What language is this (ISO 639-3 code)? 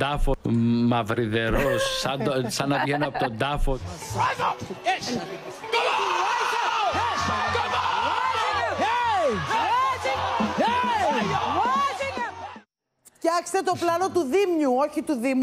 ell